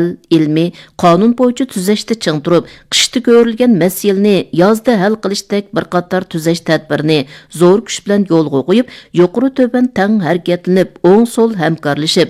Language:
Uyghur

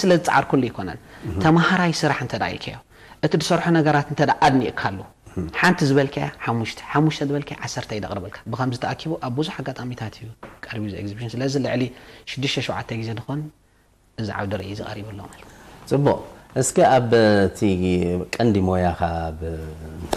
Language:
Tigrinya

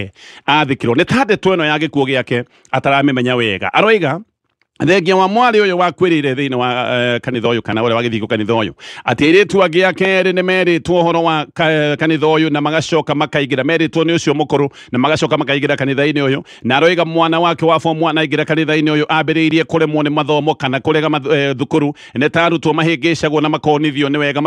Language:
Kikuyu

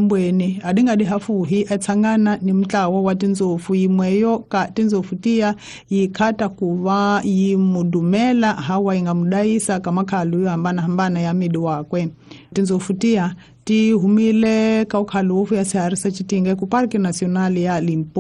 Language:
Tsonga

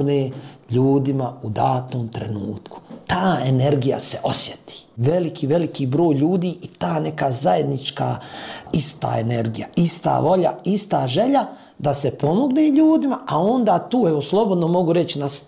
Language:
Bosnian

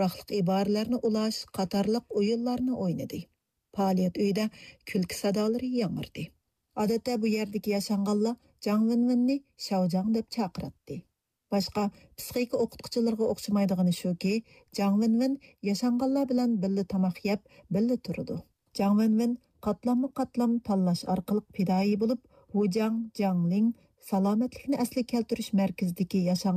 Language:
Uyghur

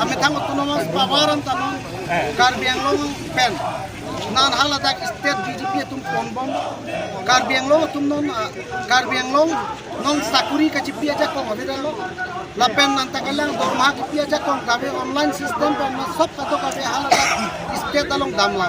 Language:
Karbi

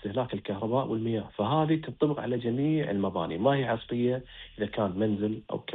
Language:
Gulf Arabic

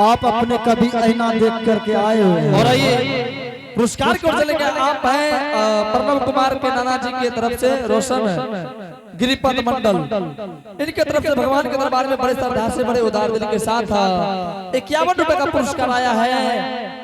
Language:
Angika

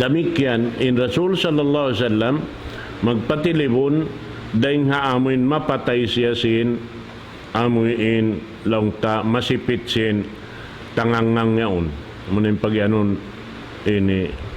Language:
Tausug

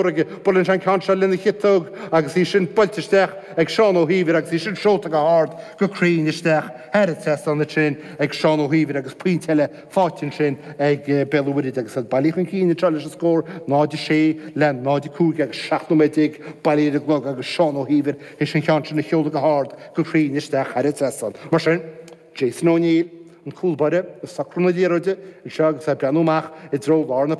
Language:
Irish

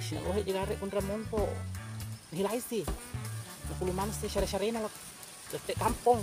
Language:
Buginese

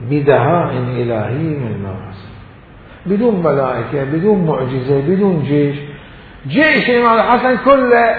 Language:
Mesopotamian Arabic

